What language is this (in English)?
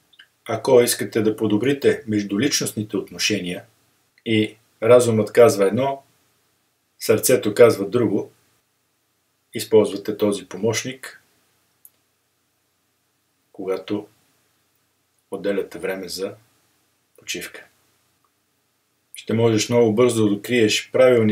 Bulgarian